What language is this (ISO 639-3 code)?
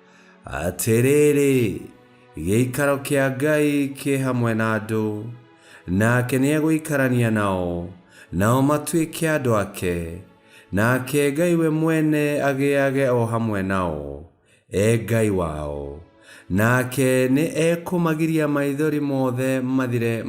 kik